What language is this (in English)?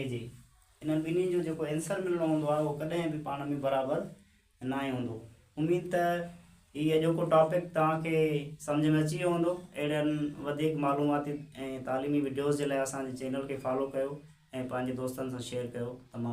Sindhi